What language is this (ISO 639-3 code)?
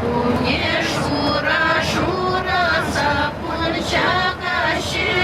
chv